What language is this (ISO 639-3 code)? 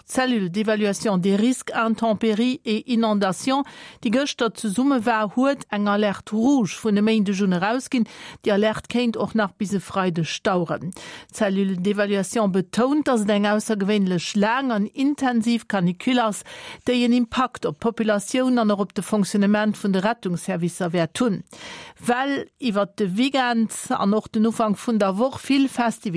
ltz